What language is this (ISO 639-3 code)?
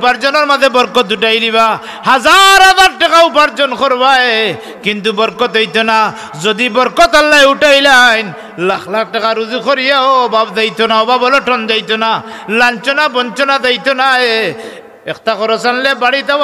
syl